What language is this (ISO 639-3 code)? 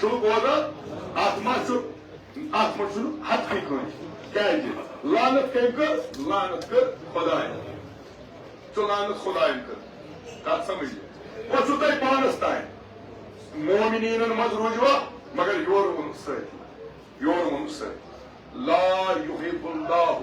kas